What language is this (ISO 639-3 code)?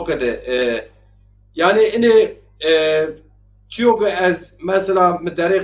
zza